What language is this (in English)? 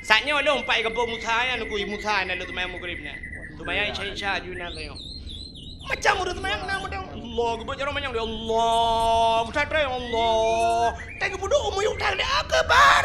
Achinese